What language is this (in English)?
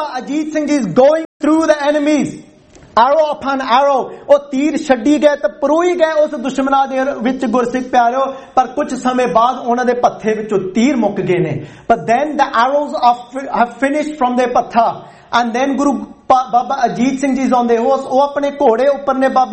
Punjabi